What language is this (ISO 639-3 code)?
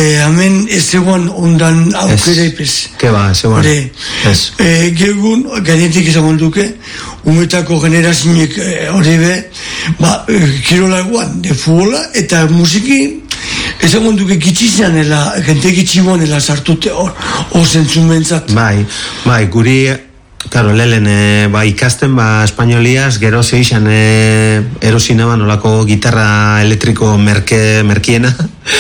eus